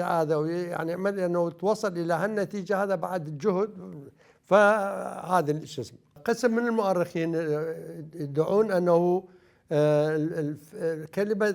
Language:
Mesopotamian Arabic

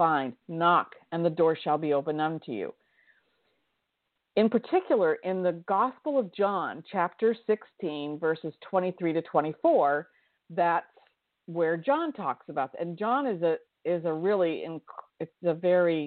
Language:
English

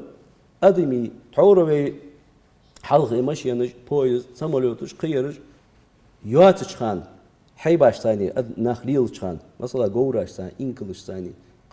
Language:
Ingush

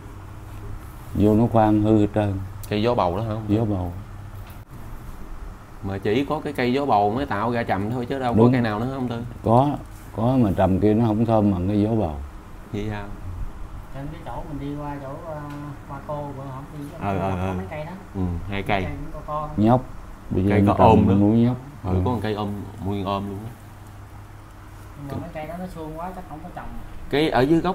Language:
Vietnamese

